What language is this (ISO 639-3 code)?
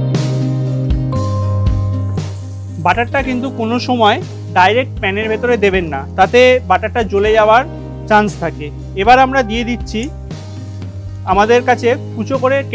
ben